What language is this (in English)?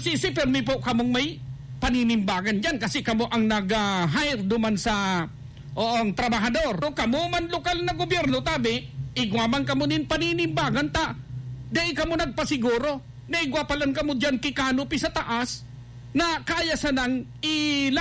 Bikol